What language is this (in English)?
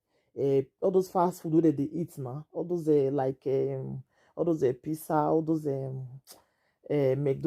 Nigerian Pidgin